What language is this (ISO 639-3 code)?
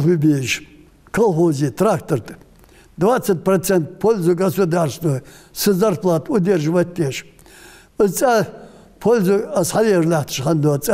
inh